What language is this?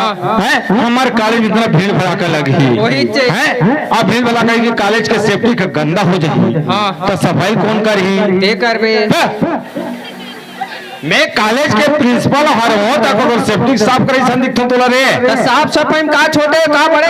Chhattisgarhi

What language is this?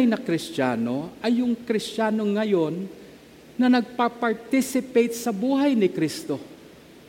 Filipino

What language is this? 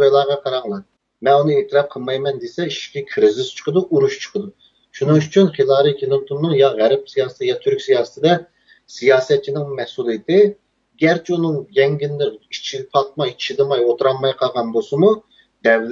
Uyghur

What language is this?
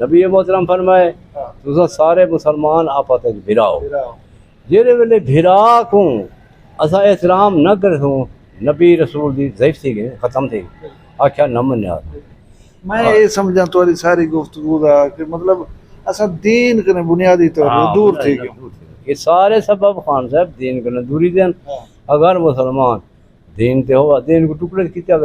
Saraiki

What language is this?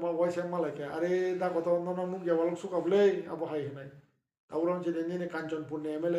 Kok Borok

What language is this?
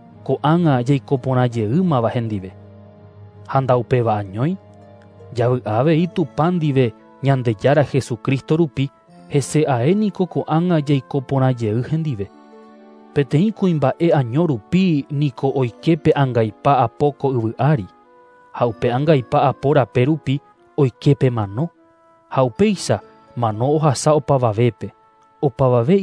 Guarani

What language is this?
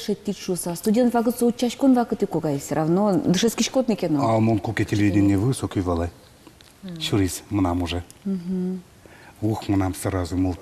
Udmurt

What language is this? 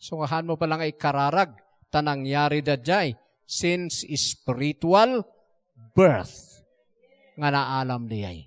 Iloko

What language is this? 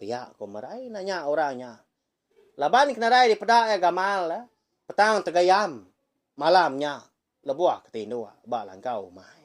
Iban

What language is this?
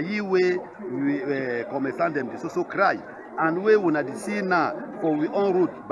Cameroon Pidgin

